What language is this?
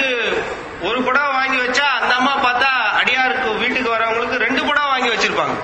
Tamil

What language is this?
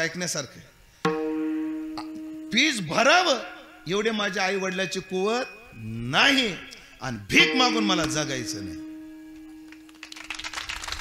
Marathi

